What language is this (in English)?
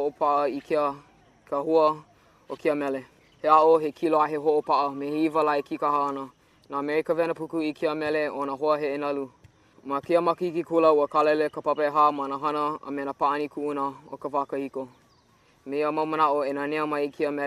Hawaiian